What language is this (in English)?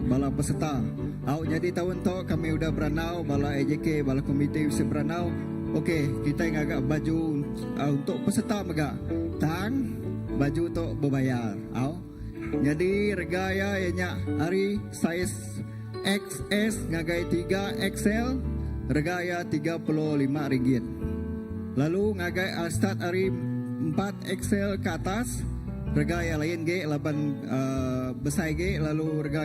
Iban